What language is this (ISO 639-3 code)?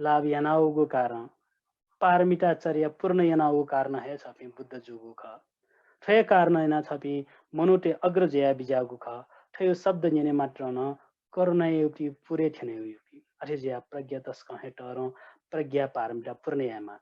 new